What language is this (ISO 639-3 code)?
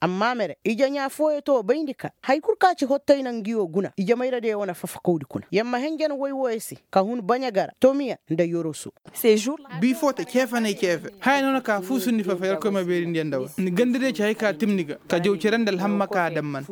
ses